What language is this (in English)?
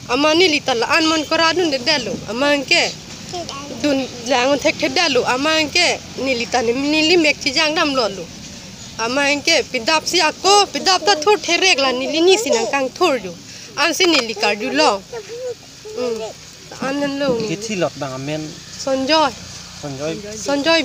Karbi